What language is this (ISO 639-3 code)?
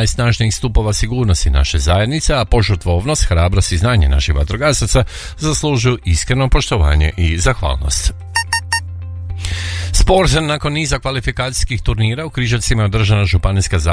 hrv